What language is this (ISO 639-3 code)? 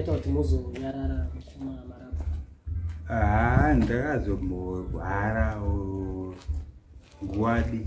sna